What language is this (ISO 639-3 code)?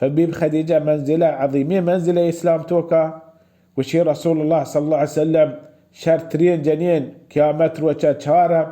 bal